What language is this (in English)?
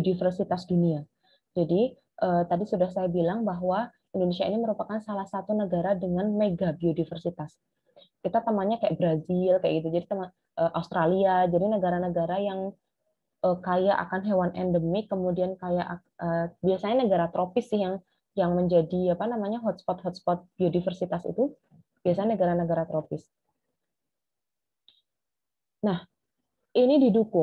Indonesian